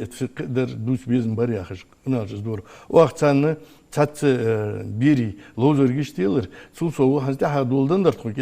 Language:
Ingush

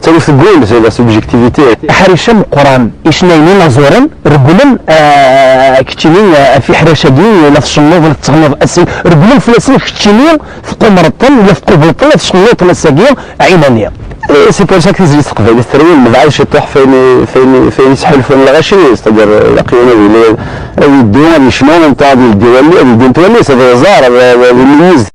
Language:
Kabyle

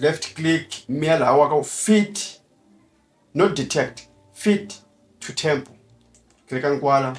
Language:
Tsonga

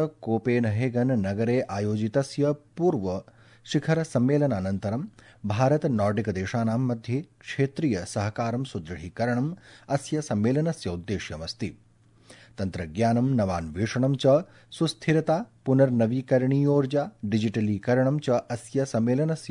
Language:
Sanskrit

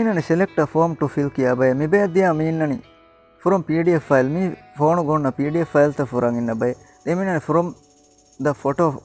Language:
Divehi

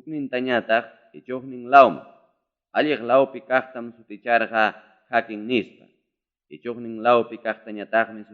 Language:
Ayacucho Quechua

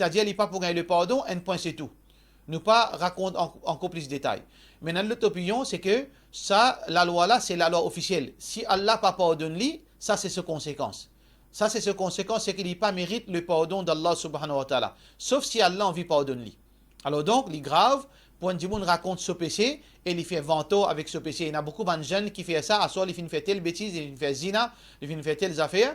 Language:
Morisyen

